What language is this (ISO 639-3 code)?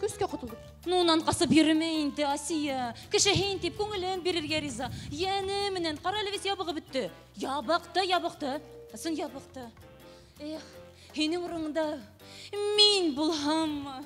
bak